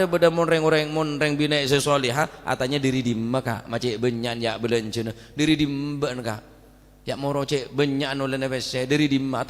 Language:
Madurese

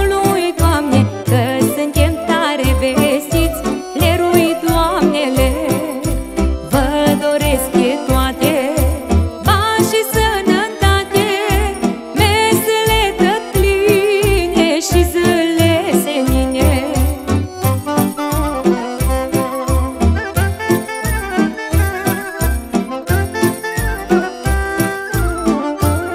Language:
Romanian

